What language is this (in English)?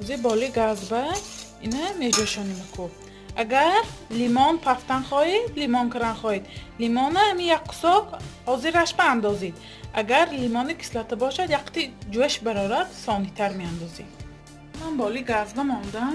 Tajik